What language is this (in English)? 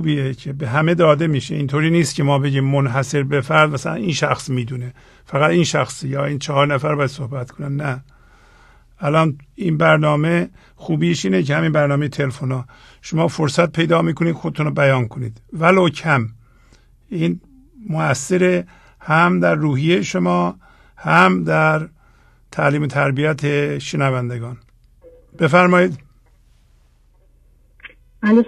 Persian